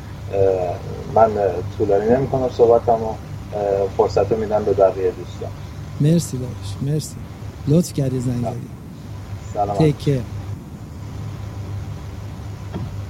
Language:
Persian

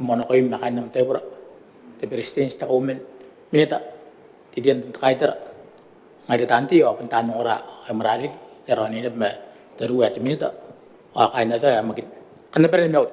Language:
Gilbertese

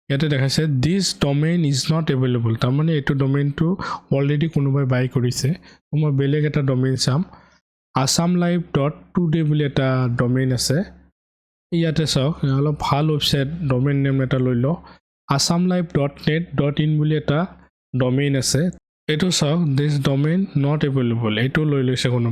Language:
Assamese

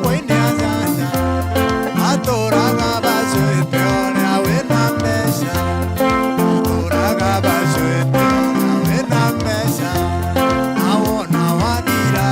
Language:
Meru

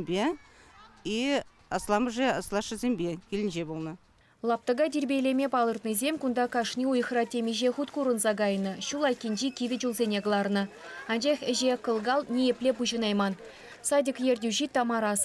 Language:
Chuvash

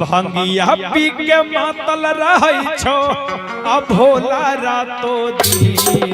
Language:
Magahi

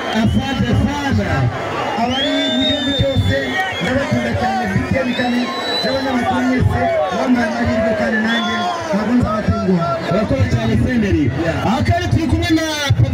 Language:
Kinyarwanda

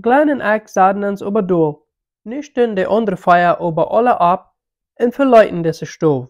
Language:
Plautdietsch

